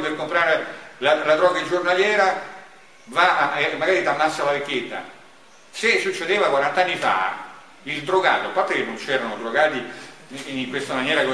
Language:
Italian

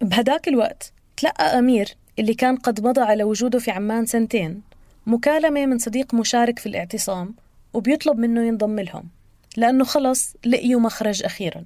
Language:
North Levantine Arabic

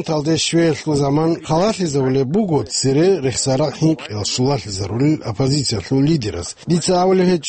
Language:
Avaric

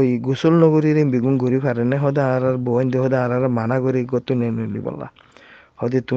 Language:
Rohingya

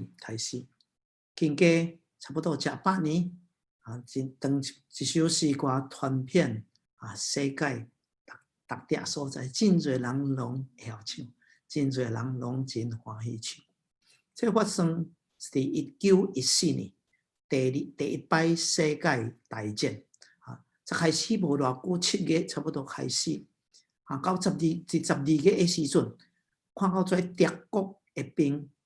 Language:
Min Nan Chinese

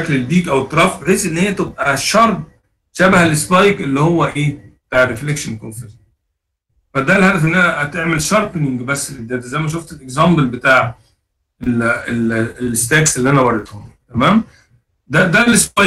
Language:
Egyptian Arabic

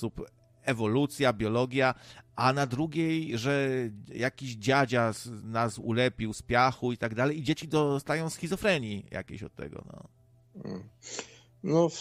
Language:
Polish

